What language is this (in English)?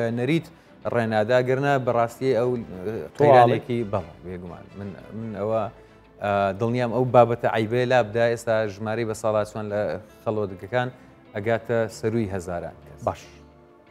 Central Kurdish